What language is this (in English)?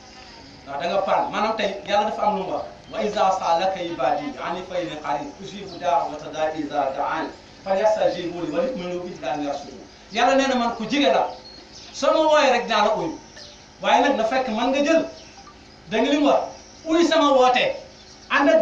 Wolof